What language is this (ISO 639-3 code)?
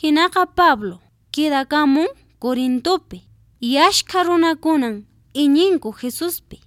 que